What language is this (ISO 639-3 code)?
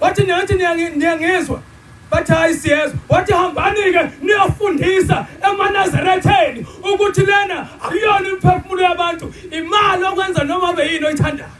zul